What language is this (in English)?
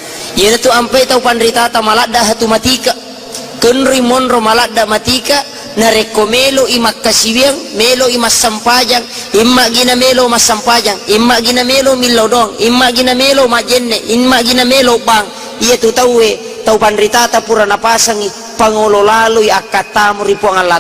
Buginese